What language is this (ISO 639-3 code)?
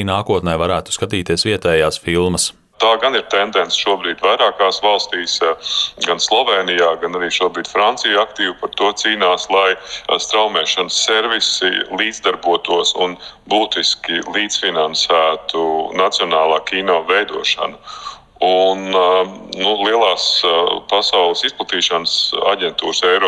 lav